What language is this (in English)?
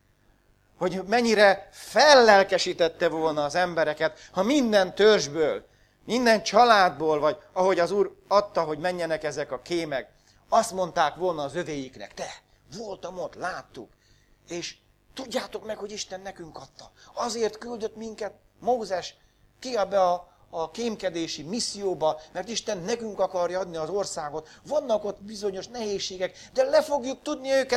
Hungarian